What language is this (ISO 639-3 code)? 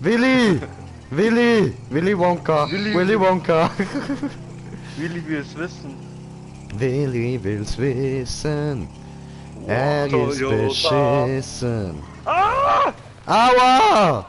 gsw